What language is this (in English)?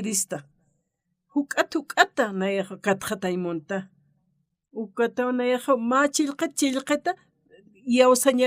Aymara